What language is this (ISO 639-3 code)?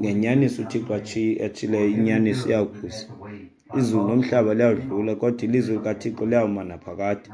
xho